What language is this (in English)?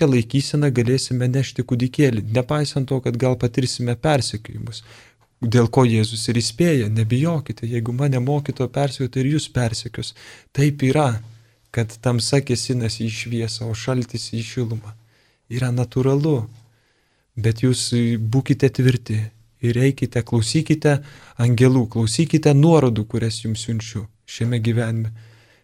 Lithuanian